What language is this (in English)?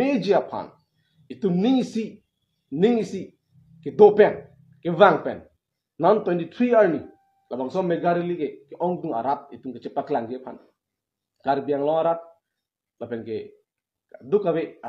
Karbi